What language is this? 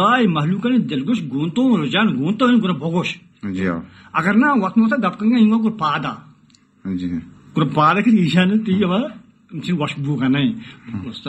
Baluchi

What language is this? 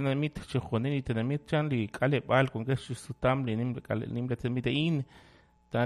Kekchí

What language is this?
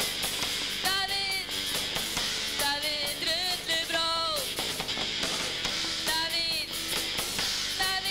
Icelandic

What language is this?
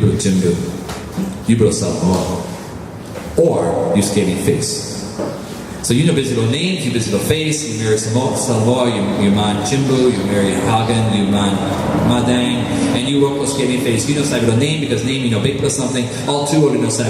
Tok Pisin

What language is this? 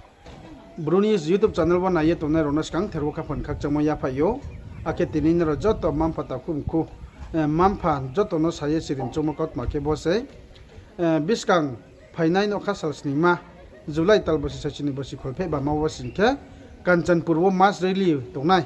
Riang (India)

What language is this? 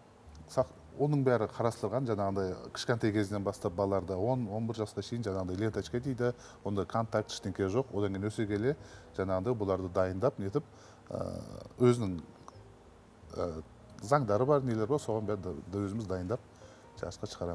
Kazakh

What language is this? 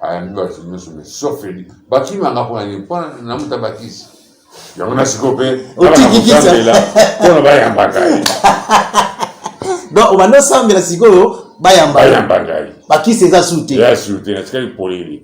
Lingala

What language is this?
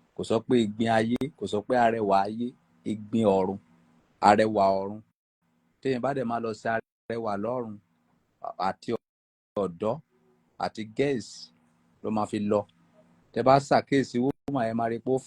Yoruba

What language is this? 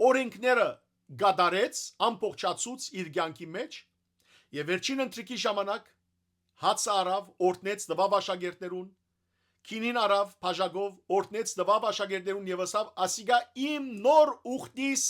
Western Armenian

